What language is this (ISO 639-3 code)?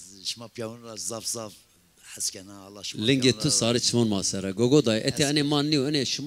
zza